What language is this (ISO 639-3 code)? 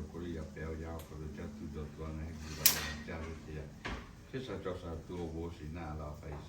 lhu